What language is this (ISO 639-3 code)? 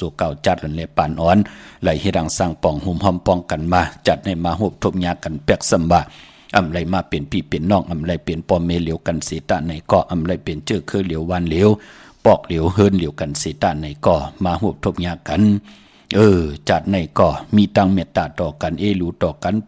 shn